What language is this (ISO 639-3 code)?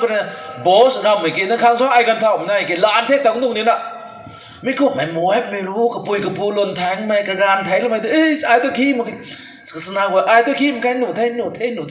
nbu